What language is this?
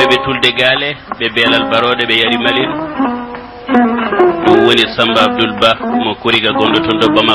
Fula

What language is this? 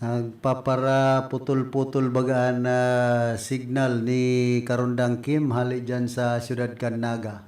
Bikol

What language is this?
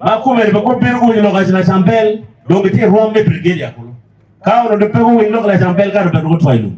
Acoli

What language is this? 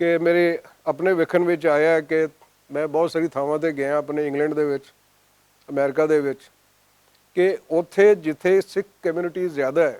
Western Panjabi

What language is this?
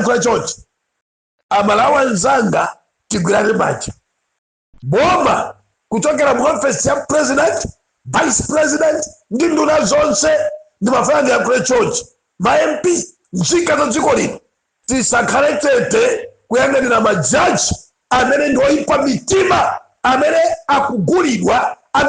Nyanja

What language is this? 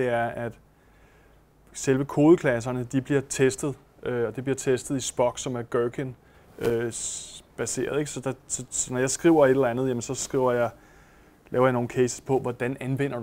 Danish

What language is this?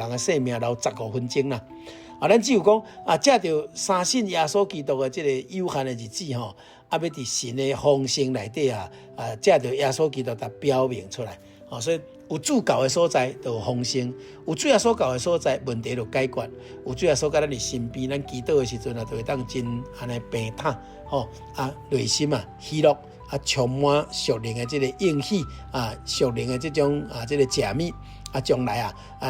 Min Nan Chinese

